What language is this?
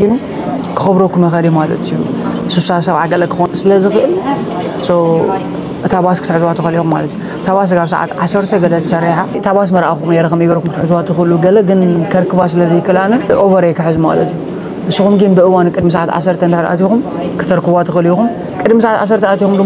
Tigrinya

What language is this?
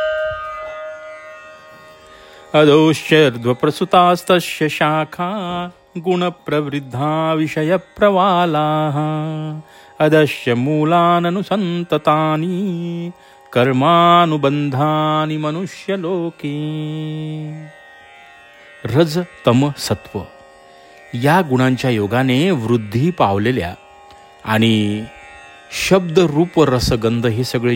Marathi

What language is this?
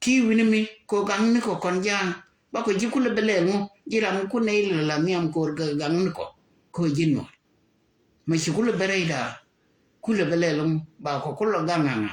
Nuer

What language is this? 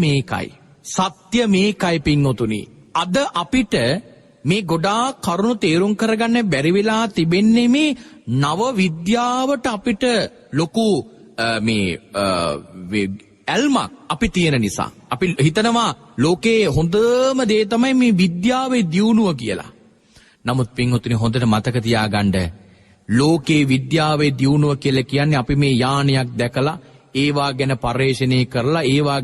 Sinhala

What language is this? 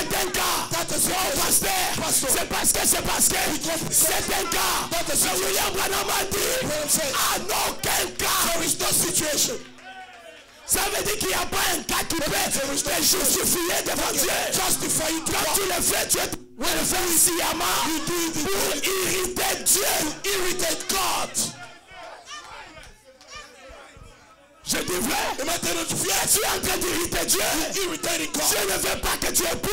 French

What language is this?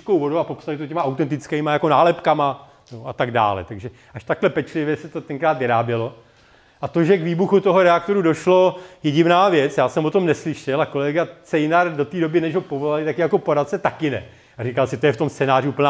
Czech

